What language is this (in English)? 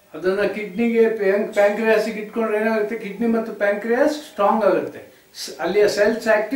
Kannada